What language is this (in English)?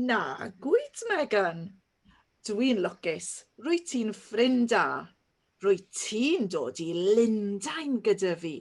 Welsh